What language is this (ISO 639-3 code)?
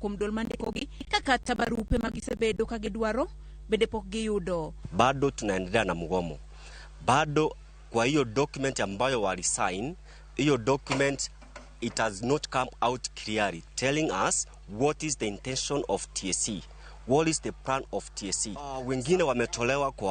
luo